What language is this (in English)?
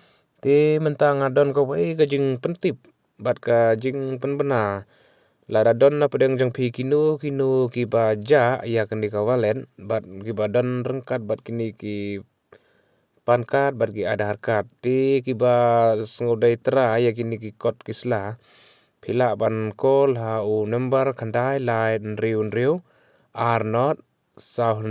Khasi